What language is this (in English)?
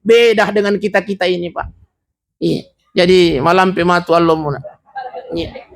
Buginese